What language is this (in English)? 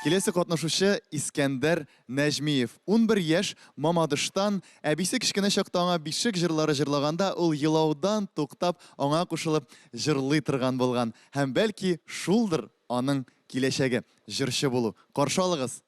Tatar